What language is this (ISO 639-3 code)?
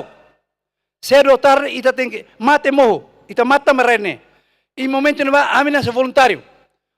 tet